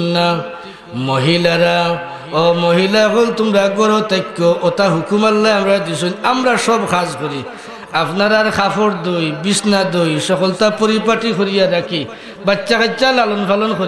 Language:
Sylheti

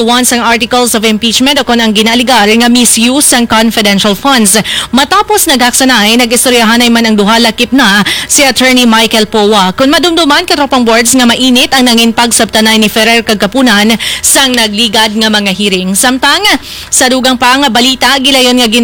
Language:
Hiligaynon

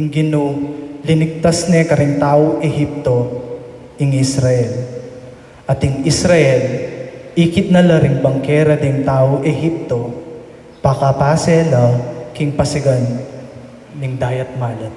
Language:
Pampanga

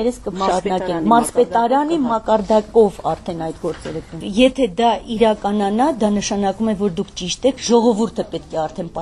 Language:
Armenian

